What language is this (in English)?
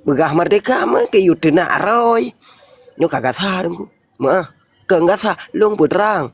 Achinese